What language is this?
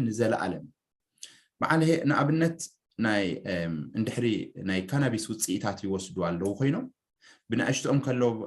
Tigrinya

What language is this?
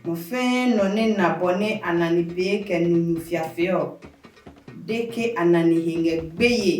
Adangme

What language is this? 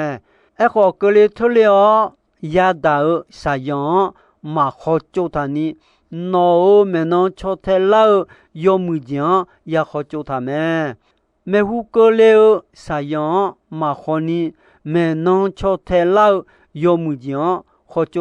Akha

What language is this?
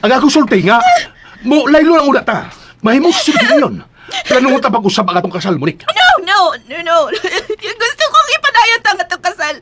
Cebuano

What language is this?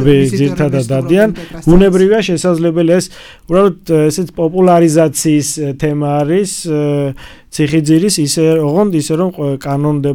Georgian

